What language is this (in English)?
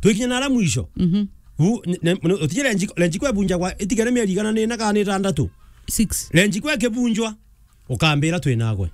Meru